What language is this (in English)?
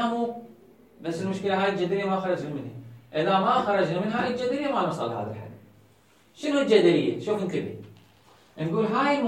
Mesopotamian Arabic